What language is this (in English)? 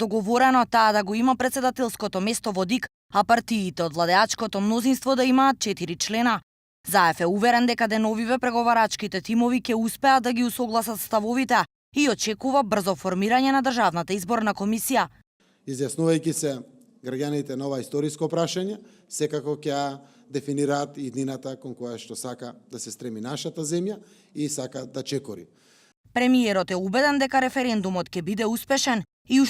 Macedonian